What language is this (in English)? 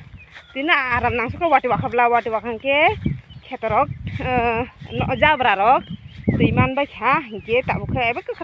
Kok Borok